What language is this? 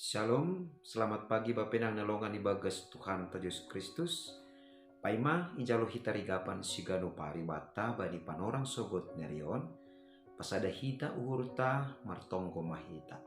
Batak Simalungun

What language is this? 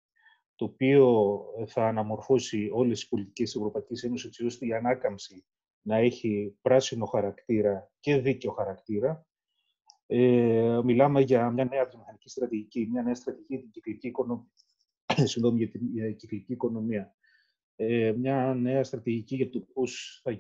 Greek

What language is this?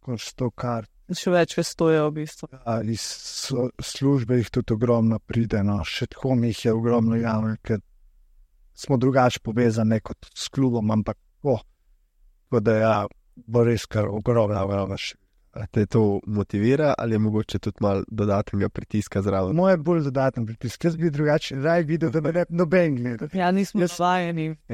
Slovenian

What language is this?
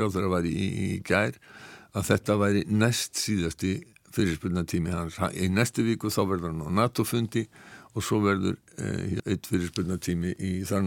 Icelandic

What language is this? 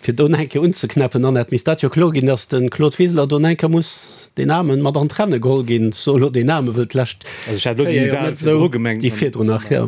Luxembourgish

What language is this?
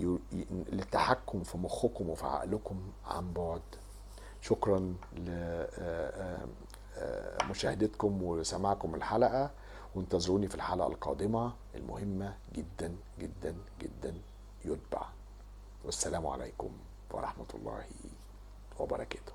Egyptian Arabic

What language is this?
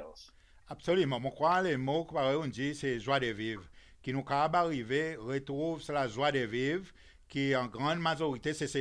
Seselwa Creole French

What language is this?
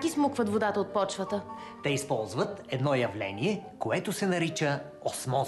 Bulgarian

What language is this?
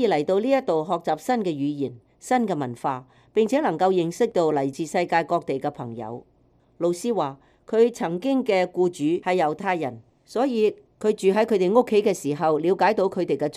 Cantonese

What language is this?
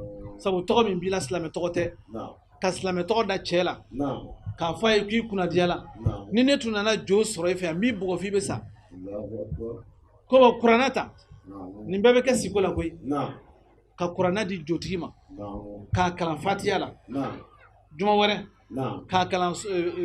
Bambara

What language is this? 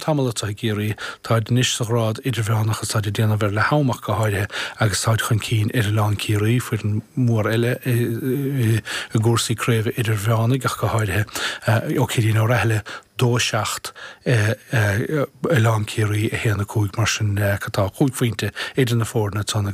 Irish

